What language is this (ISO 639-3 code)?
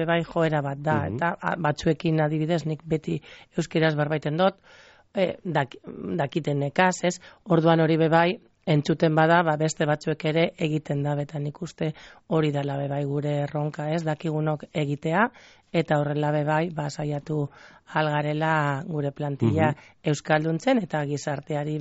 eus